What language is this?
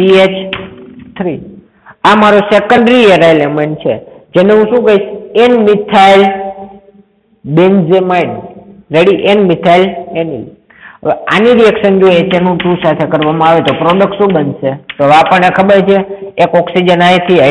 Gujarati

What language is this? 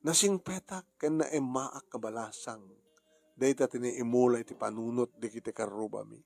Iloko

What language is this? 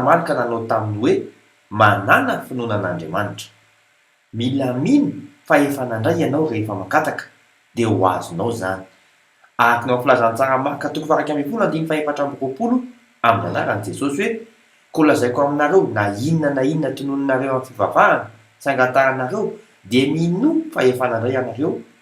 Malagasy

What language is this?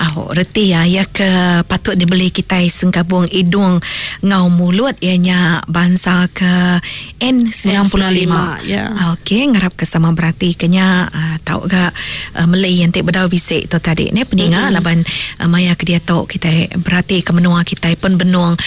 Iban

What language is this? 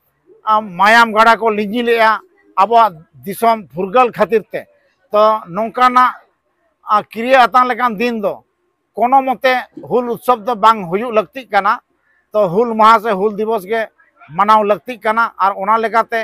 Santali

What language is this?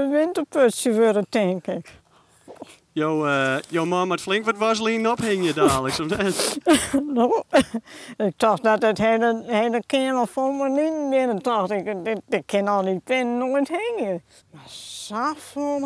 Western Frisian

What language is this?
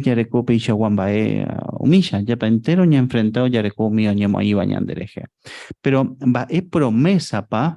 Guarani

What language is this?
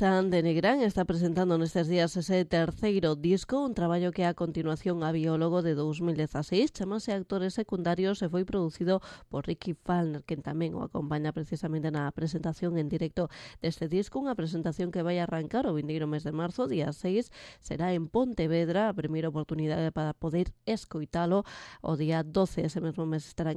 Galician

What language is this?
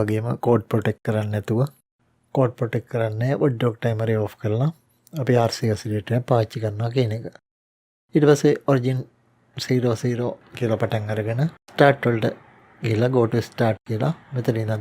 Sinhala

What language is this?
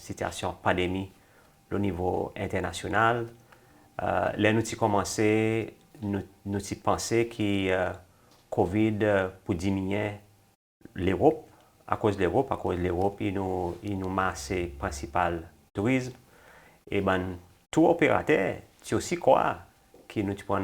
Seselwa Creole French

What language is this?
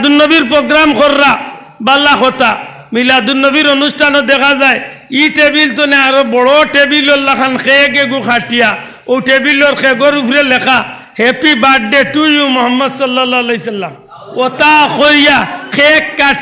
Sylheti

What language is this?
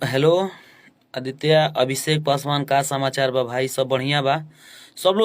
Bhojpuri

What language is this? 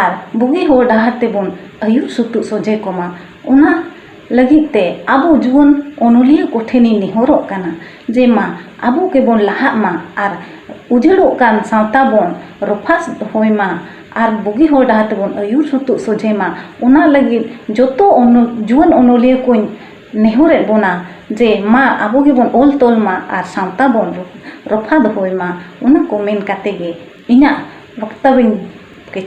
Santali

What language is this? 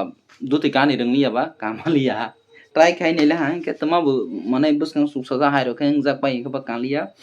Kok Borok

